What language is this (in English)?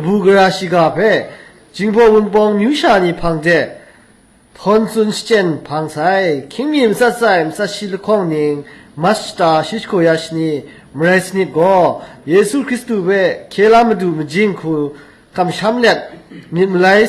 Kachin